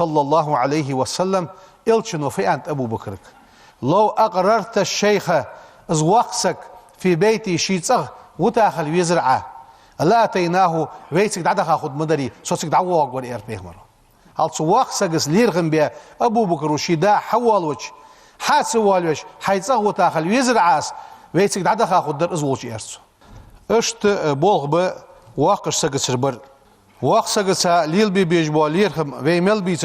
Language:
Ingush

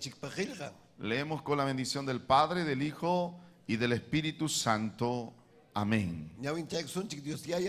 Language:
Ayacucho Quechua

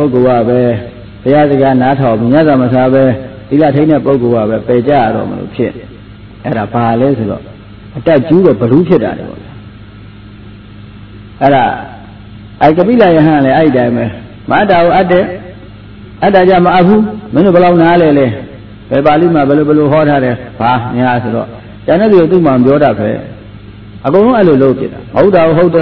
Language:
Burmese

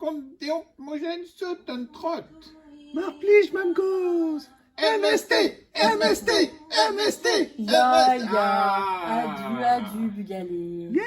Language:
Breton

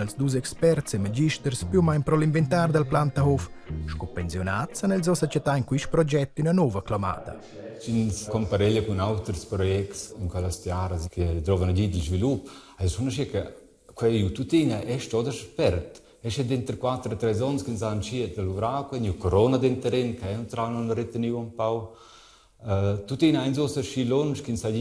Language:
Romansh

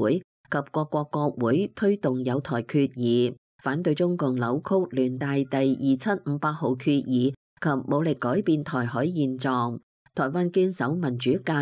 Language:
Cantonese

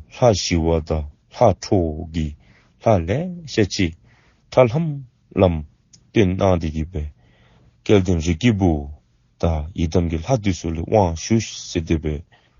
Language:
Dzongkha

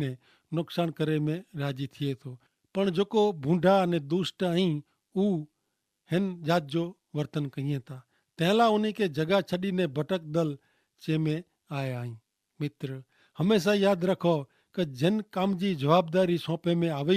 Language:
Kachhi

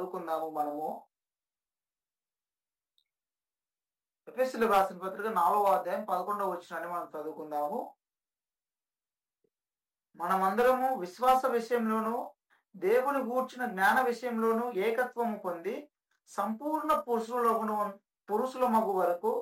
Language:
Telugu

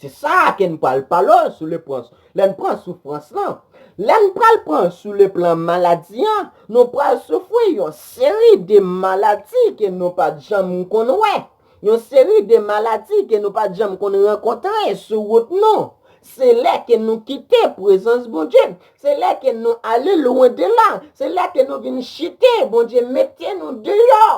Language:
Haitian Creole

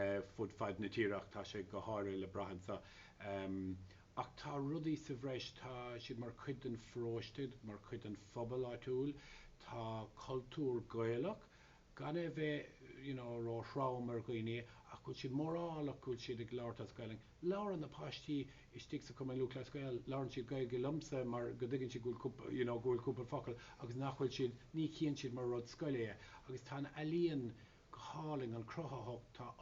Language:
Irish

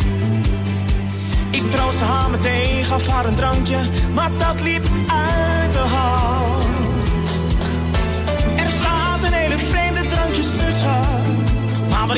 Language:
Dutch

